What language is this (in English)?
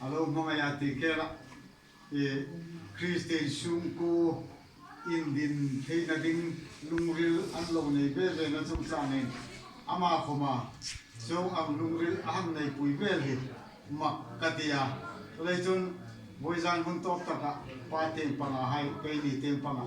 Hmar